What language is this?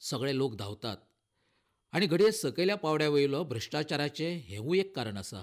Konkani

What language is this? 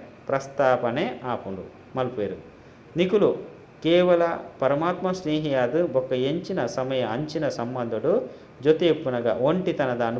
Tulu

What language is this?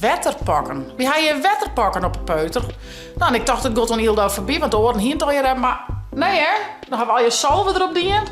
Western Frisian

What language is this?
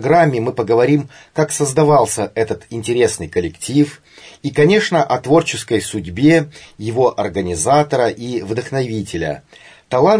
Russian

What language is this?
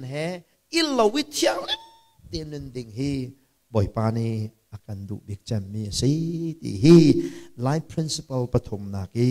Hakha Chin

